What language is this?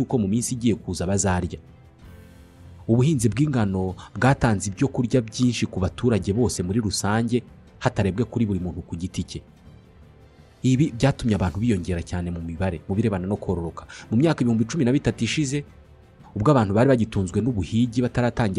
Kinyarwanda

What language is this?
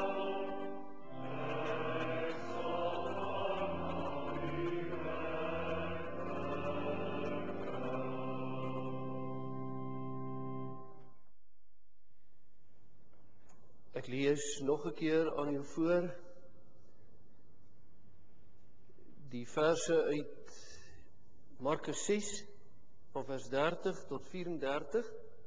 Afrikaans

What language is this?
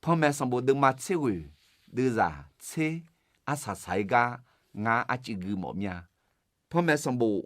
Akha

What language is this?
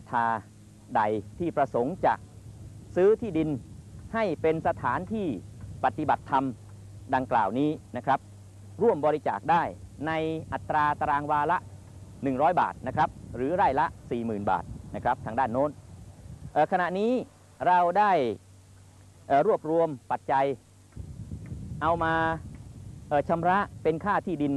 Thai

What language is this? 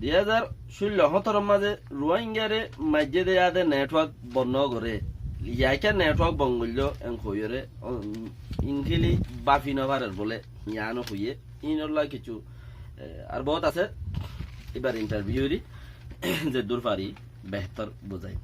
Rohingya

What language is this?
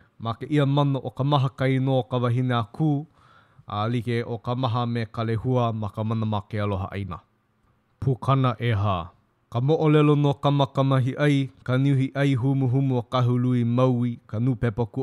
Hawaiian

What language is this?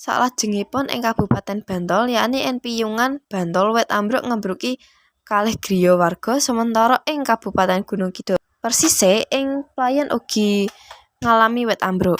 Javanese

